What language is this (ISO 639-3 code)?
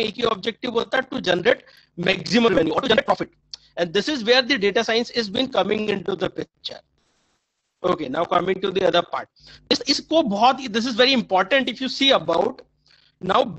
hin